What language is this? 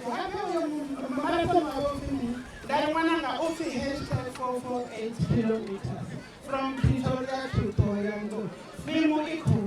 Venda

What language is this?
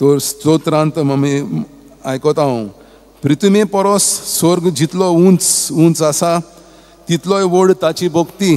Konkani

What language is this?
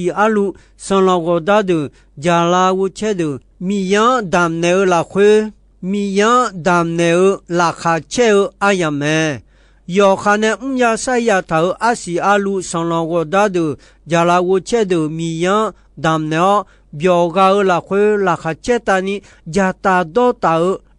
Akha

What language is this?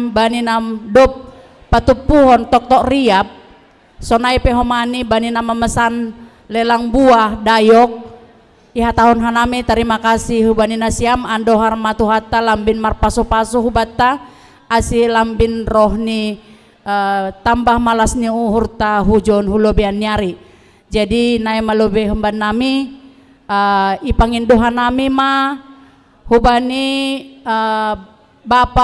Batak Simalungun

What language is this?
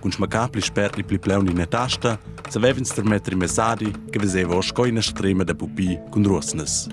Romansh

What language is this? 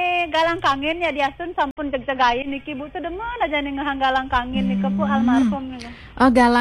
Balinese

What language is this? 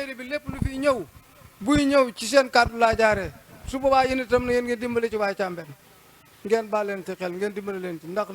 Wolof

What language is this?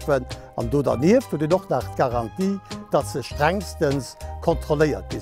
Luxembourgish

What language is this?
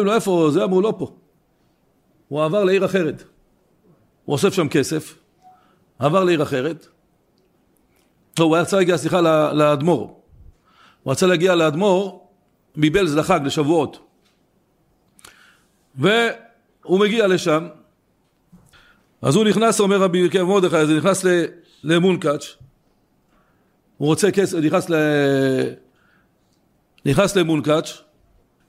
Hebrew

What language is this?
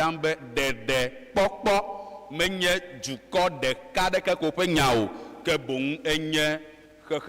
Ewe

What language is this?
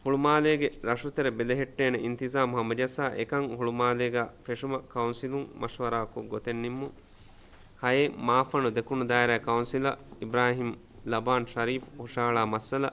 Divehi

